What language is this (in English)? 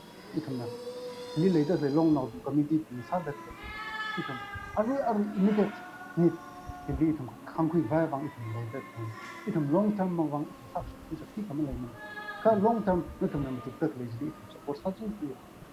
Tangkhul Naga (India)